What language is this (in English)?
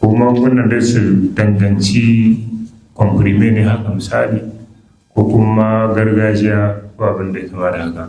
Hausa